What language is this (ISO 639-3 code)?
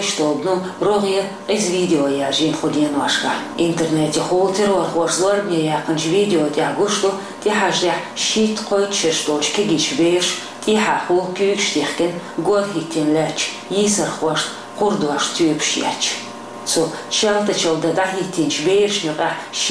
che